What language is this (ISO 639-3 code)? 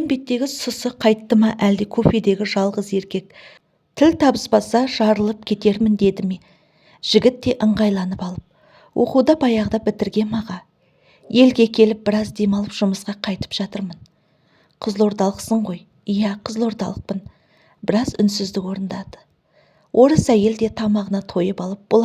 kaz